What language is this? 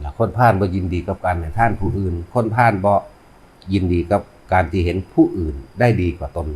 Northeastern Thai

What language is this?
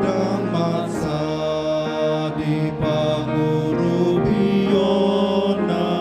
Batak Toba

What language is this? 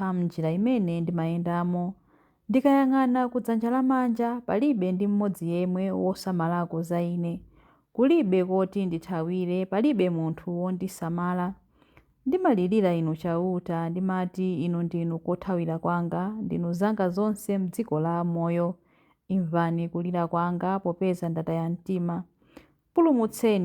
Nyanja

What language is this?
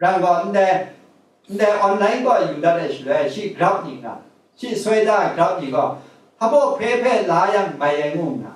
Kachin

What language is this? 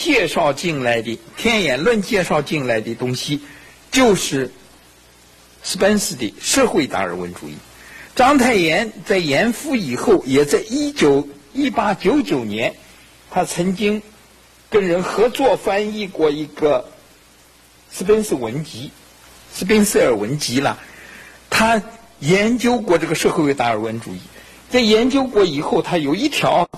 Chinese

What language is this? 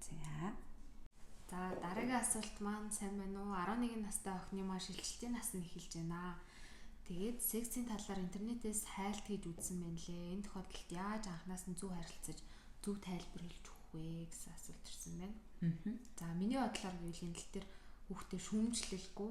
Mongolian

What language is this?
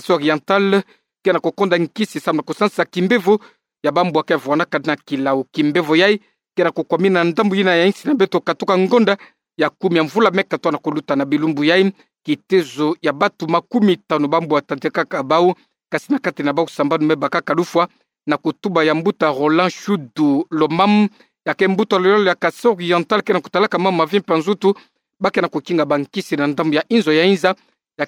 Kituba (Democratic Republic of Congo)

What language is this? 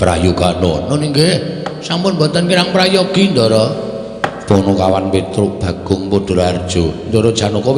Javanese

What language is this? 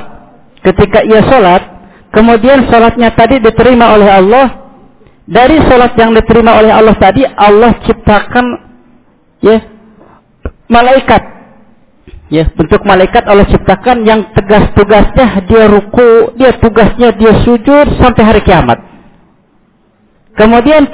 Indonesian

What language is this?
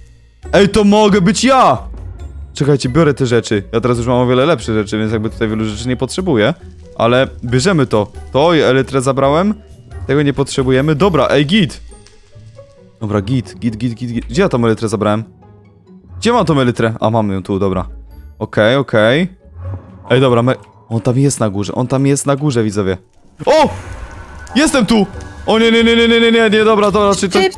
Polish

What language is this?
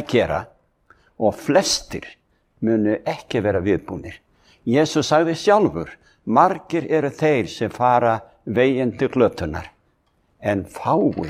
Icelandic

